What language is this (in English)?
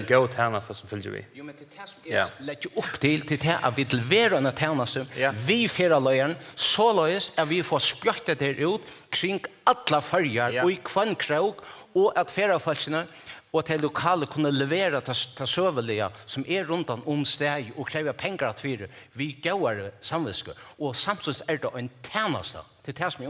Faroese